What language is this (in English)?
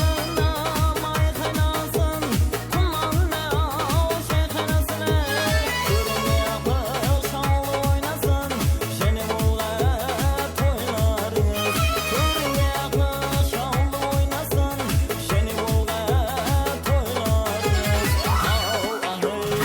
Kara-Kalpak